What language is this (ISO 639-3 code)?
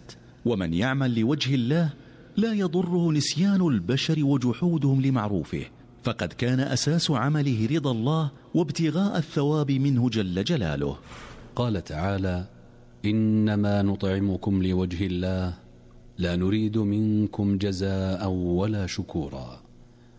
ara